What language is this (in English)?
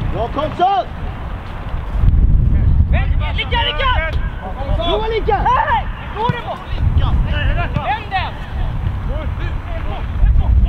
Swedish